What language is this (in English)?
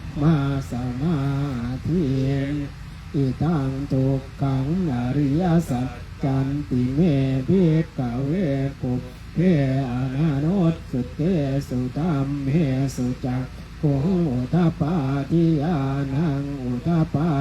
Pali